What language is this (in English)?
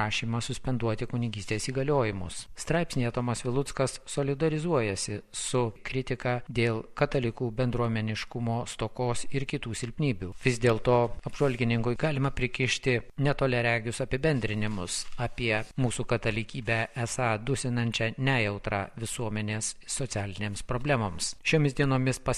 Lithuanian